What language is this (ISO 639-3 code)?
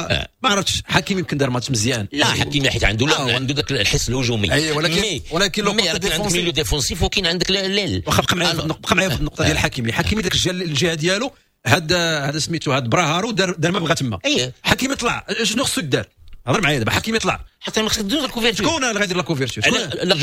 ary